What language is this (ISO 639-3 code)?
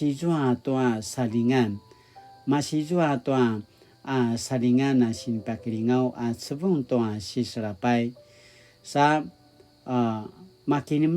pwn